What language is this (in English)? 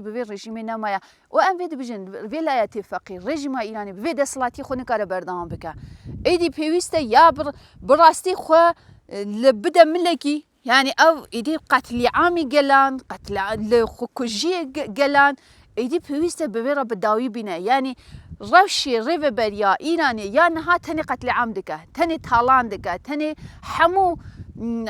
Kurdish